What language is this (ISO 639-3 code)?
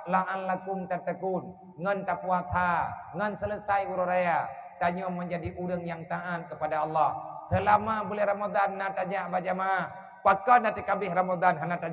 ace